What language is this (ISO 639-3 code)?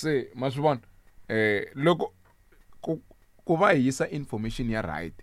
tso